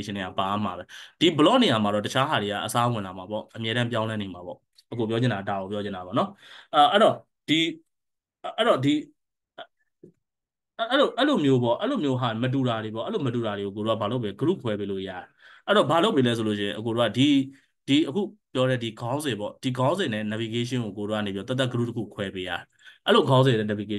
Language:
Burmese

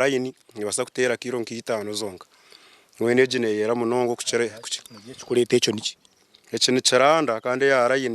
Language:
Nyankole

